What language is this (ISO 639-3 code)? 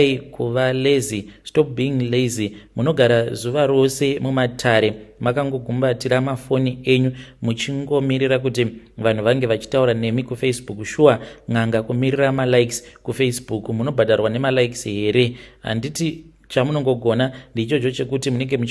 sna